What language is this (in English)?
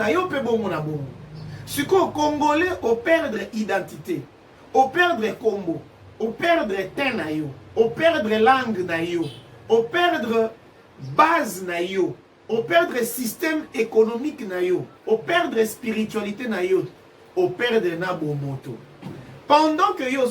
Lingala